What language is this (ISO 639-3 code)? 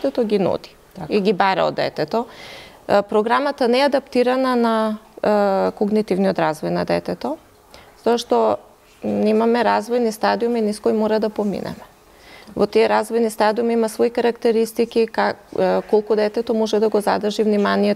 mkd